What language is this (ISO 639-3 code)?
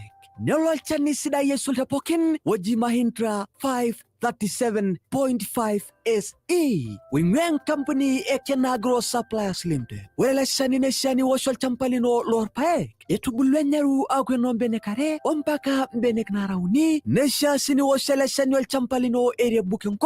mas